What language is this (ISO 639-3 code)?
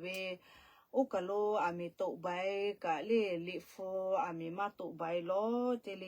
lhu